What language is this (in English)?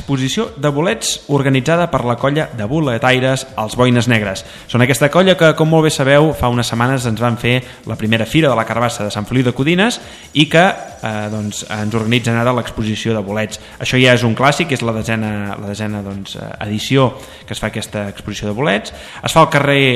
Catalan